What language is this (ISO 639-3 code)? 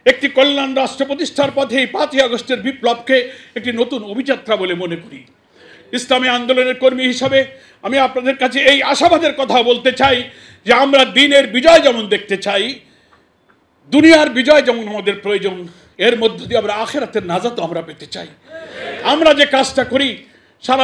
ben